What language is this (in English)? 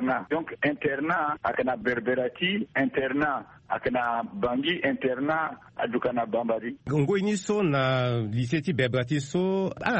Sango